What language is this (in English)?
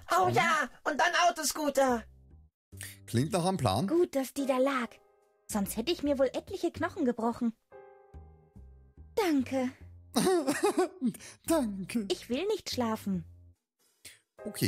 German